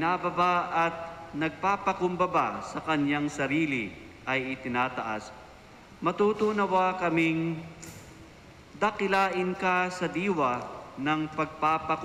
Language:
Filipino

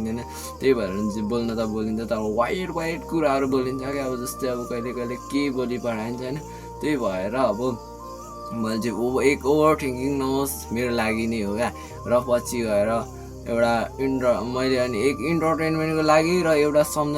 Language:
Nepali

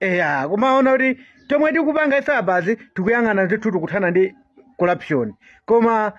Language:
Nyanja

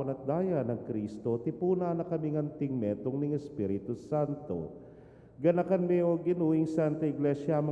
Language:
Pampanga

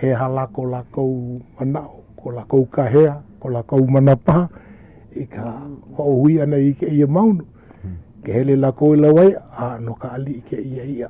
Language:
Hawaiian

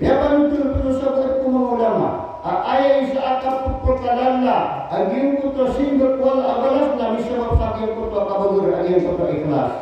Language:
Maranao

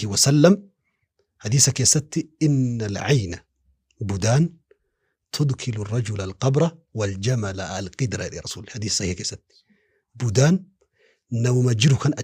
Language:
Oromo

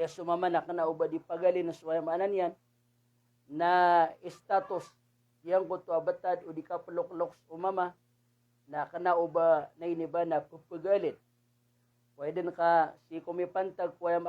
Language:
Maranao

